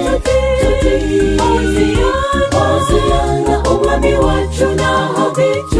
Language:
Kinyarwanda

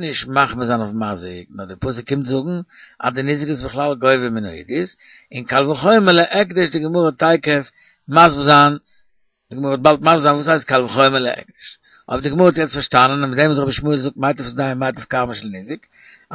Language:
Yiddish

